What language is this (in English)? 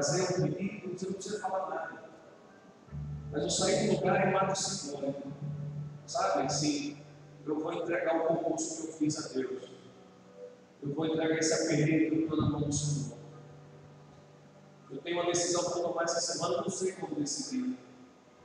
Portuguese